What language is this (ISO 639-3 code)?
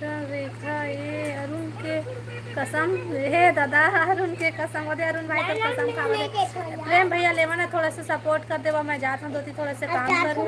hne